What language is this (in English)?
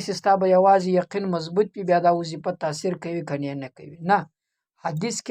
Pashto